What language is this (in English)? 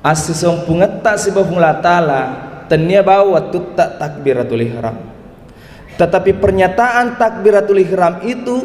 Buginese